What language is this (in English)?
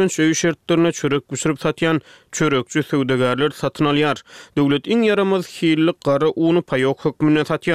Turkmen